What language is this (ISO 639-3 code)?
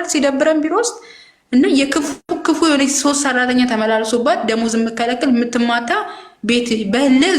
amh